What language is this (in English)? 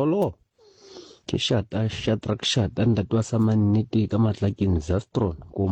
Southern Sotho